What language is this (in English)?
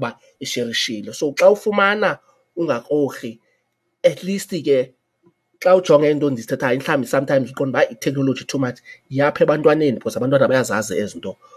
Xhosa